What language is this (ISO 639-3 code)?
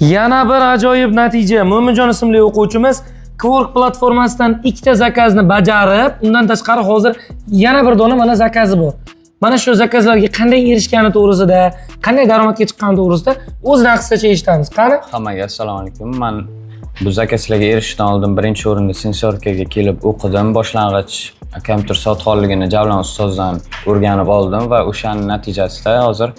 uzb